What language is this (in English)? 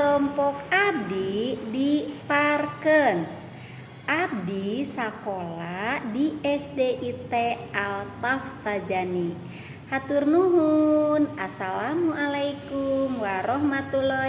Sundanese